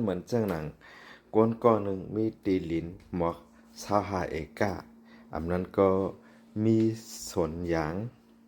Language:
Shan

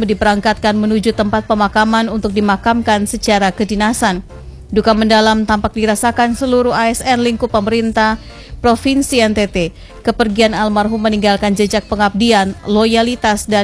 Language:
Indonesian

